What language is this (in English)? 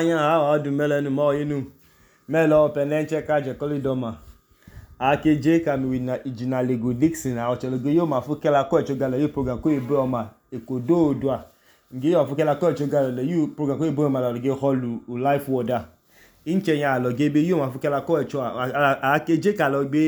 Idoma